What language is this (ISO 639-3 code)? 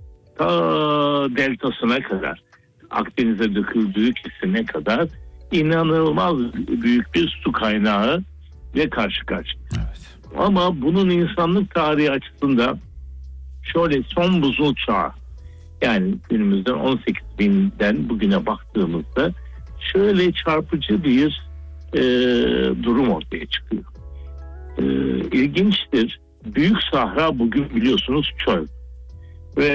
tur